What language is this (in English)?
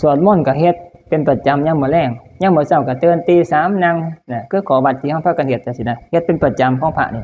Northeastern Thai